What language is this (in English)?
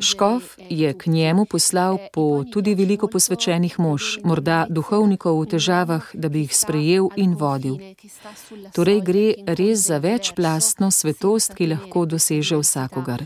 Slovenian